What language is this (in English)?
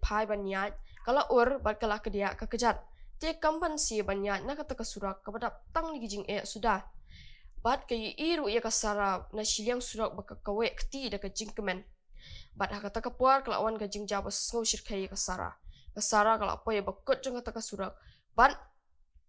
Khasi